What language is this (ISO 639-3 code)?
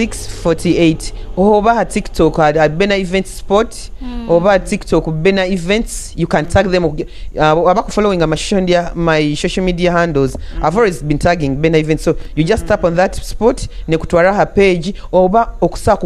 nyo